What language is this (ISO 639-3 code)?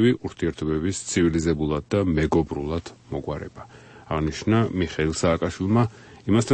kat